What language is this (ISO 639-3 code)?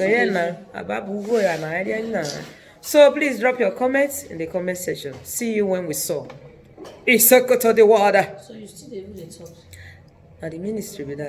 pcm